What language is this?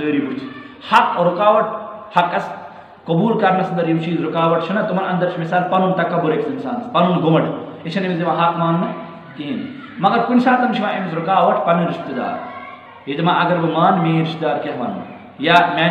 Kashmiri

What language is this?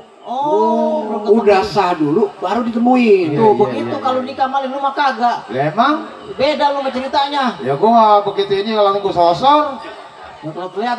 Betawi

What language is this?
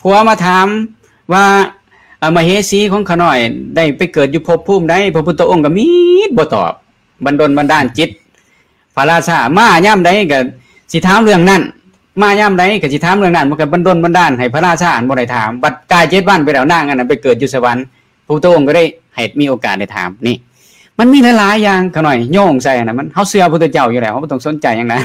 Lao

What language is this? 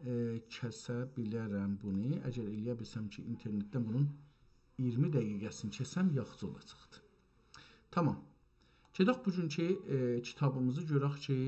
South Azerbaijani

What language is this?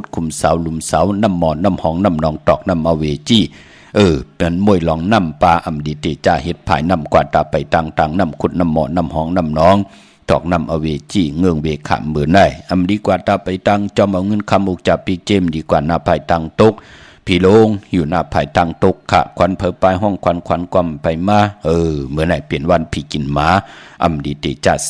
Shan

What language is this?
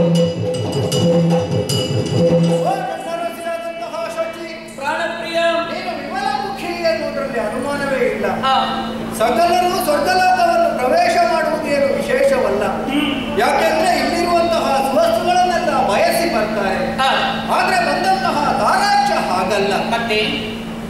Kannada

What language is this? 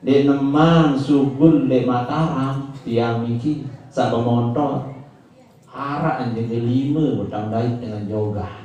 Sasak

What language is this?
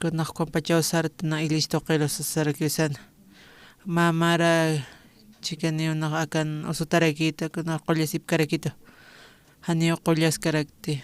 Aymara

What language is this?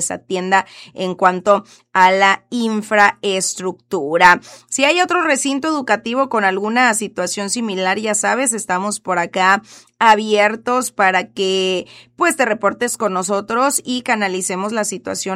Spanish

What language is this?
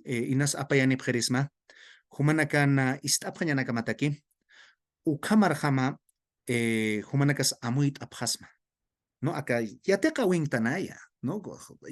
Aymara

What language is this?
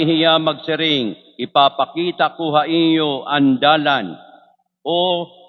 Waray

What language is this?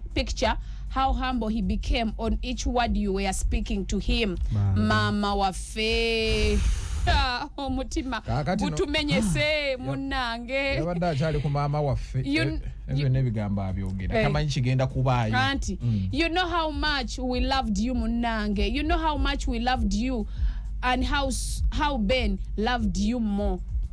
Ganda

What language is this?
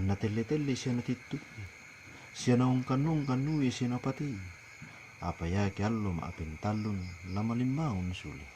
Toraja-Sa'dan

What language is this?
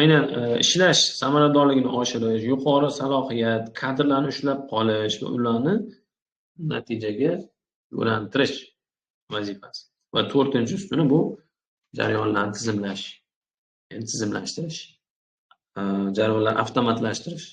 Uzbek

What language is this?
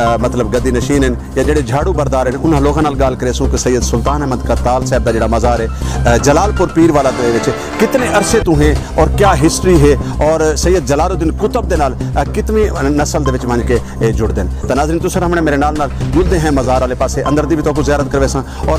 Saraiki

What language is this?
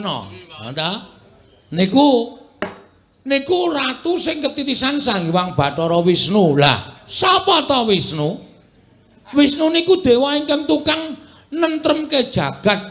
Javanese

